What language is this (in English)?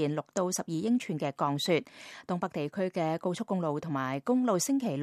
Cantonese